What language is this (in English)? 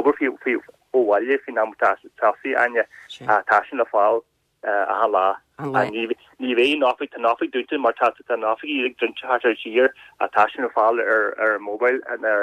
Irish